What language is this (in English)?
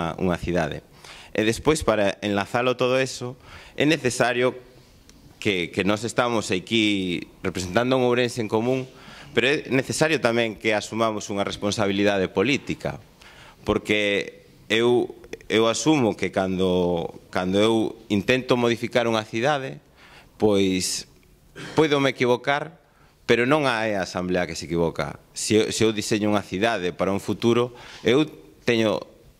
Galician